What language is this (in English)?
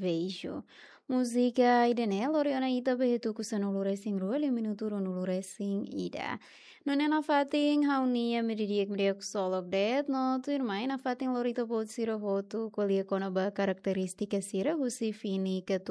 Tetum